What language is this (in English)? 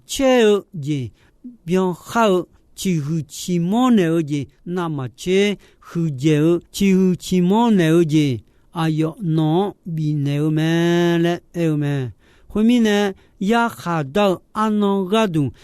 Akha